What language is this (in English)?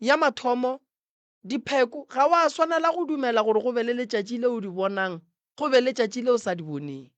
Northern Sotho